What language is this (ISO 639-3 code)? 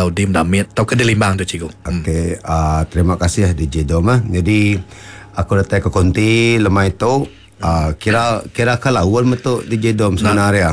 iba